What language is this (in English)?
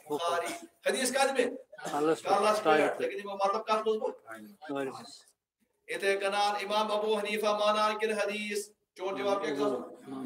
Kashmiri